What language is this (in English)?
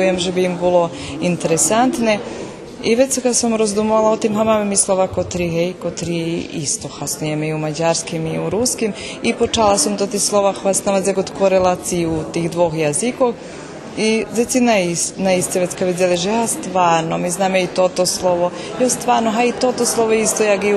Rusyn